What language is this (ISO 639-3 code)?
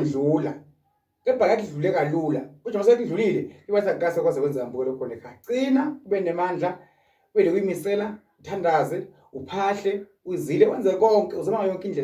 zul